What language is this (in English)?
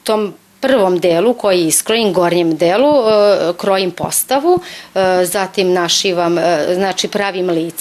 Serbian